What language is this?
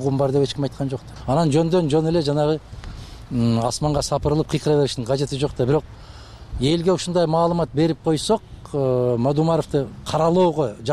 Kyrgyz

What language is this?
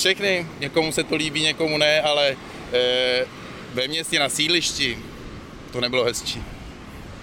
Czech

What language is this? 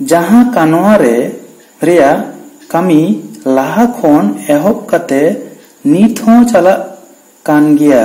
Santali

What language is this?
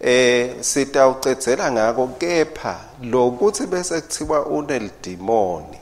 Swati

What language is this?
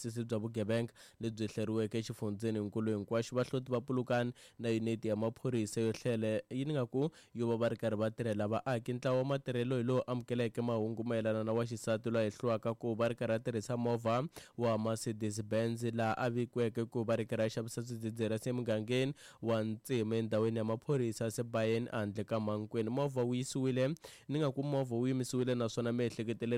Tsonga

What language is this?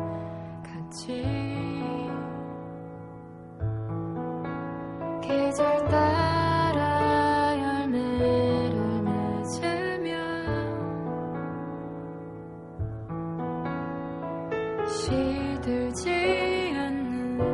Korean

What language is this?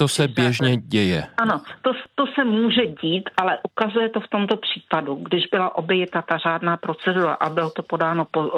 Czech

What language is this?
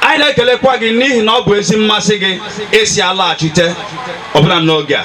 Igbo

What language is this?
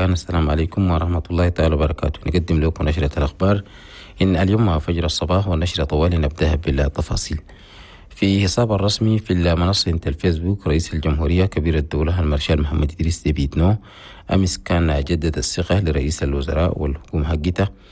Chadian Arabic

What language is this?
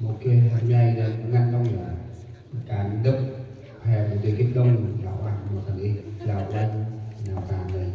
Central Mnong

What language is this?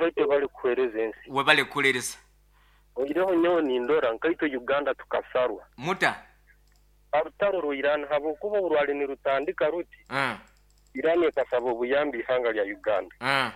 Nyankole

